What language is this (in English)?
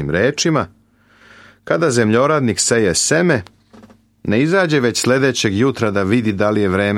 Serbian